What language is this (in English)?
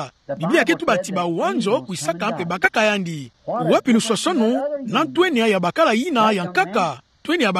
Kituba (Democratic Republic of Congo)